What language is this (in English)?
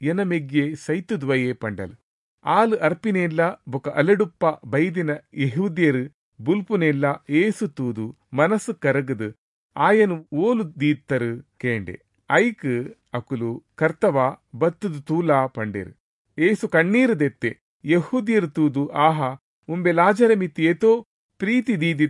Tulu